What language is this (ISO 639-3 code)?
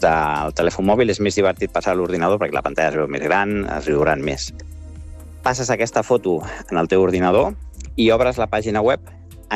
cat